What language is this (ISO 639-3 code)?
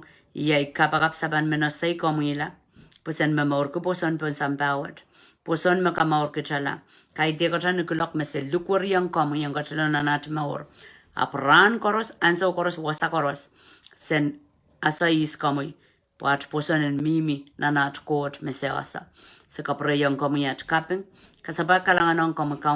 pon